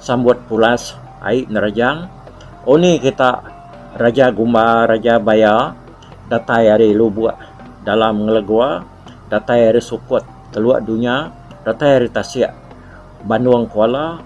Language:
Iban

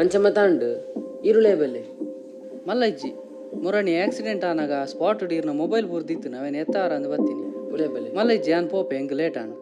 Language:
Tulu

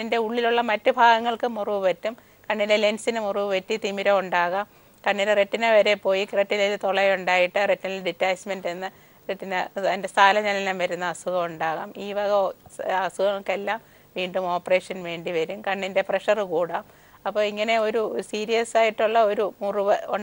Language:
Malayalam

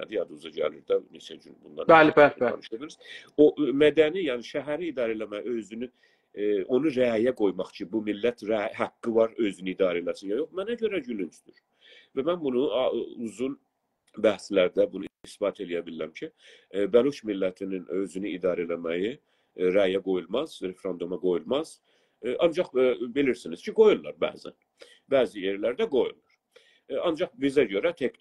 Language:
South Azerbaijani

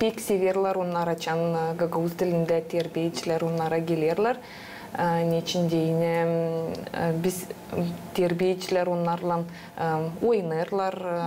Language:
Gagauz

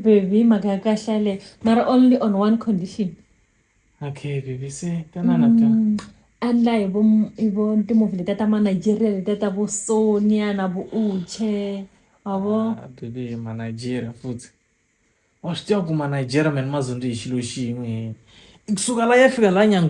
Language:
Tsonga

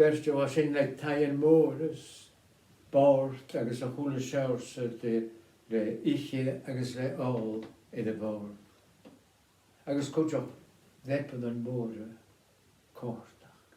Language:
Scottish Gaelic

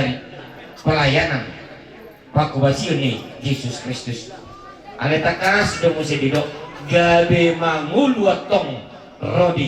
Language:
Batak Toba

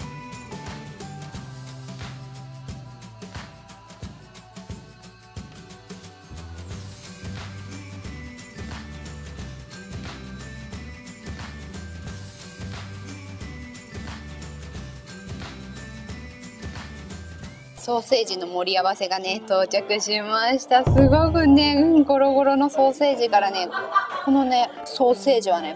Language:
Japanese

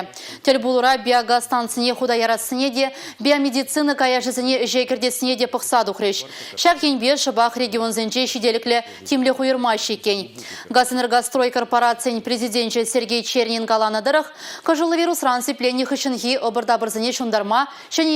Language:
Chuvash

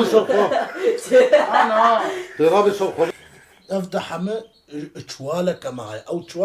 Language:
Kurdish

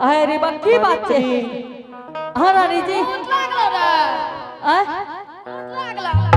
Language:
Angika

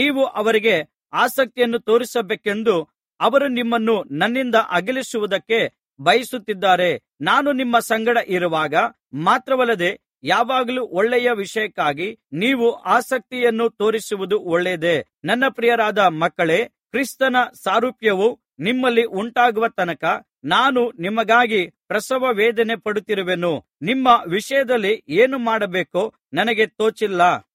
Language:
Kannada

